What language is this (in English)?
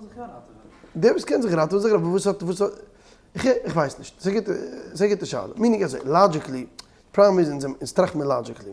Yiddish